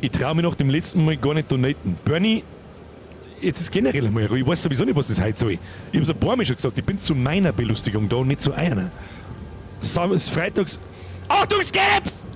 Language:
Bavarian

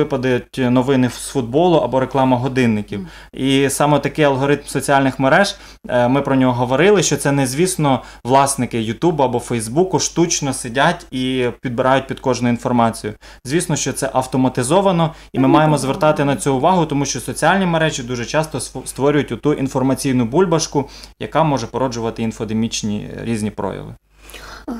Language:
Ukrainian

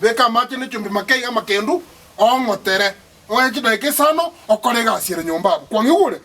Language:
Gusii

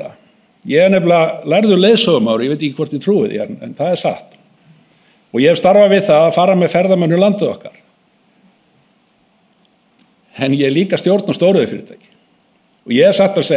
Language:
Icelandic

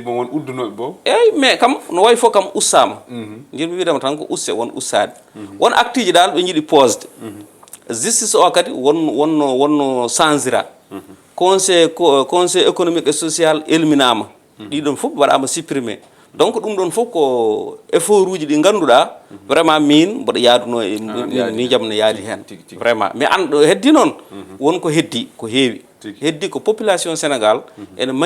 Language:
Fula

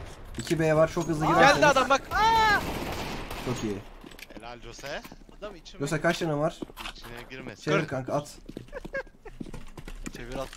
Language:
Turkish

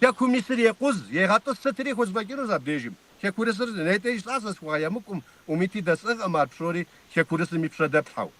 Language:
Kabardian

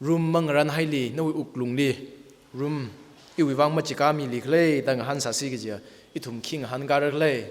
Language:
Tangkhul Naga (India)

